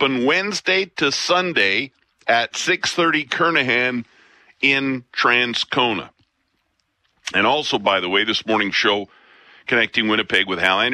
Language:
English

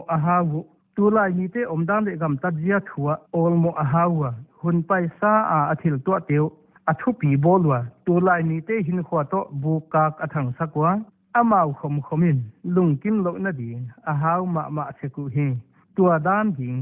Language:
Paite Chin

